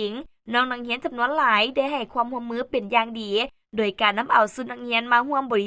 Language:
Lao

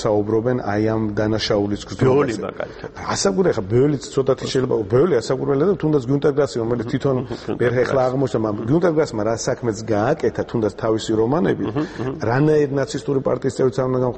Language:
Georgian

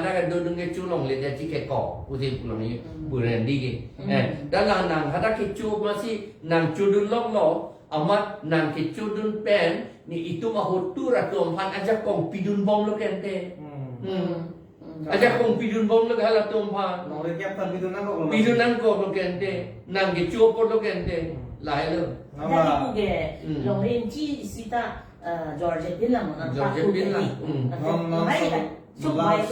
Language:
Karbi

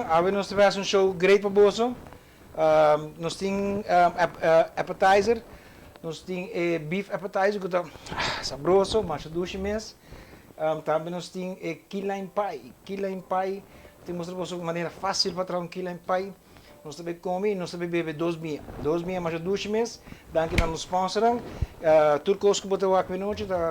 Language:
Papiamento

